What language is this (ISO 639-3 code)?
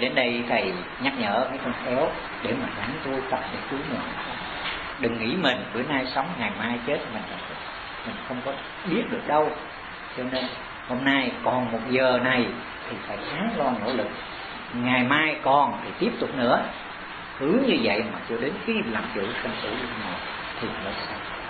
vie